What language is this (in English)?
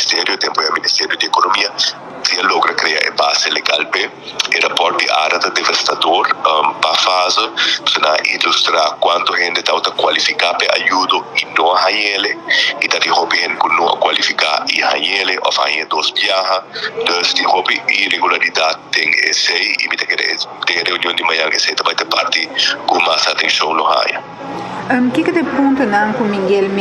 Papiamento